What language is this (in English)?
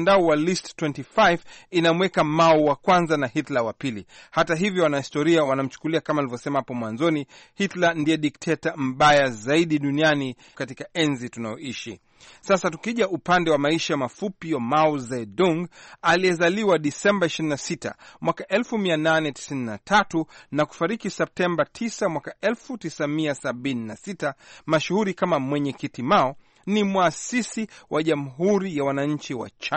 Swahili